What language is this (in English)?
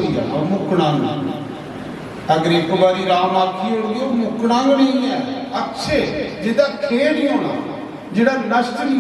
Dogri